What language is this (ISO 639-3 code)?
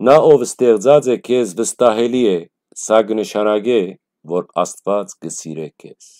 hyw